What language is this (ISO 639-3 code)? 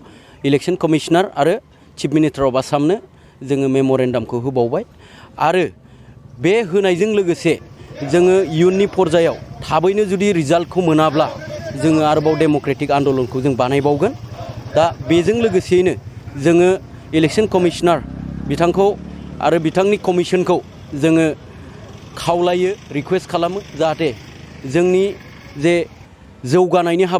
brx